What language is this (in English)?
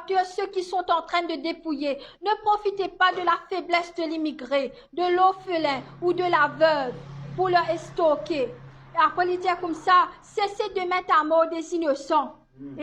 Morisyen